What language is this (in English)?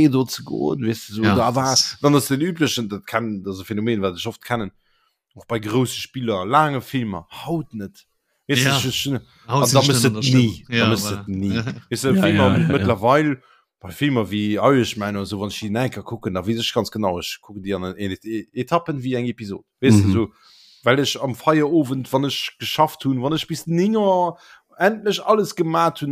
Luxembourgish